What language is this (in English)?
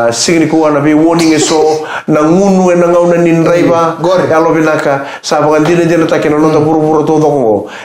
Fijian